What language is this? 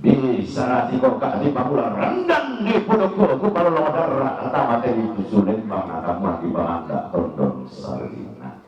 Toraja-Sa'dan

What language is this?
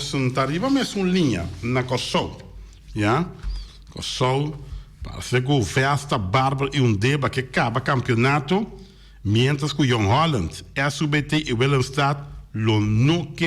Papiamento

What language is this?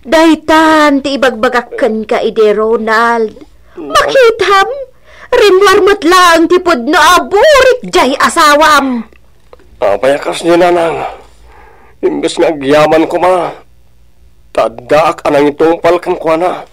Iloko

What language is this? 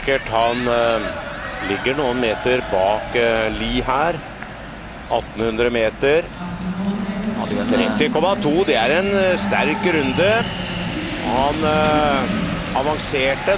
Norwegian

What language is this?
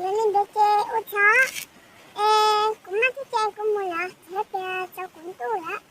Hmong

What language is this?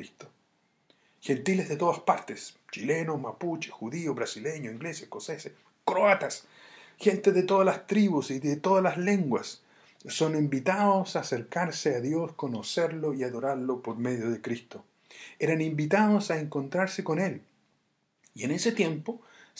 Spanish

